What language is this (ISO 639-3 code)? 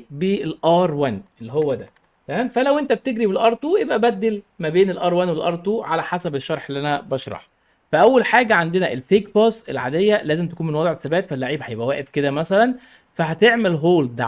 arz